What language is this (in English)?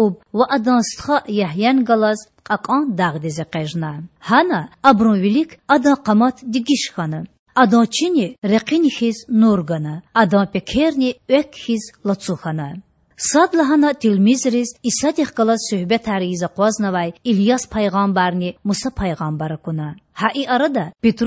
Lezghian